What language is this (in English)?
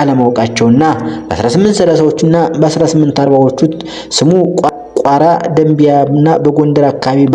Amharic